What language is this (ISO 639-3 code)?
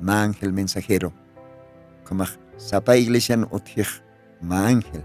aym